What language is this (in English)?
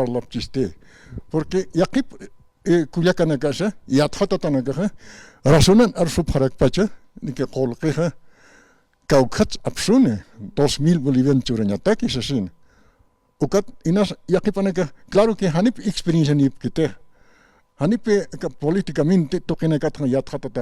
Aymara